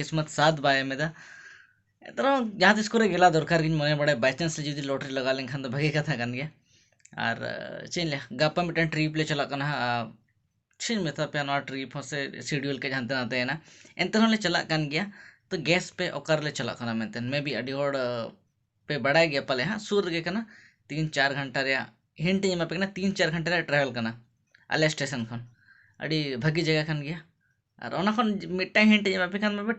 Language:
Santali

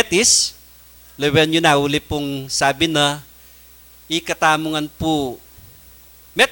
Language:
Pampanga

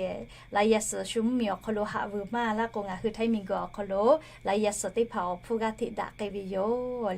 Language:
Lahu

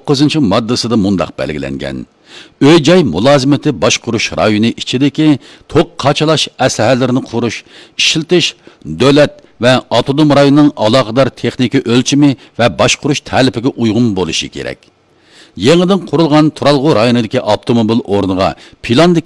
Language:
Uyghur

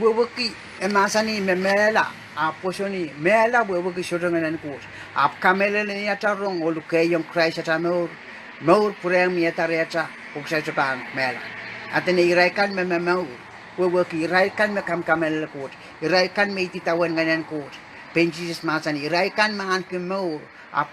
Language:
Pohnpeian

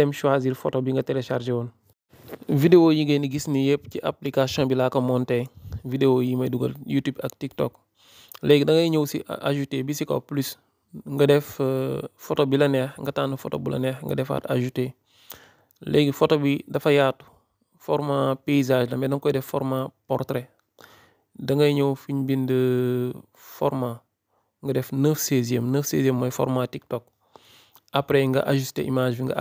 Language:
Wolof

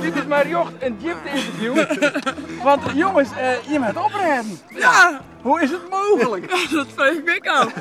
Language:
Western Frisian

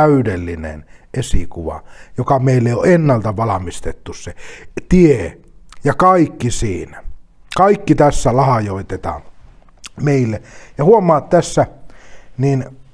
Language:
Finnish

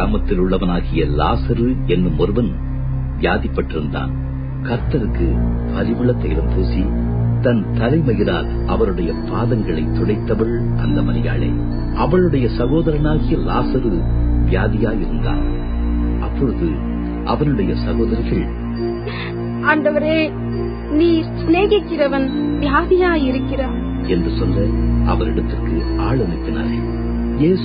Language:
Tamil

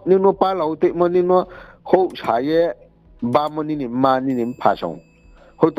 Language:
Riang (India)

